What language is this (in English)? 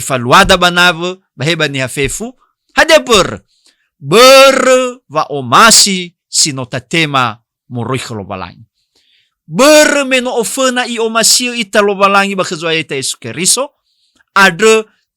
Nias